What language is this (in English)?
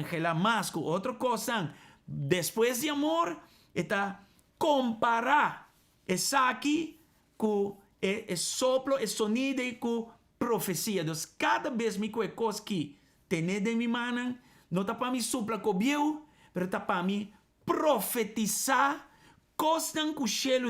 Papiamento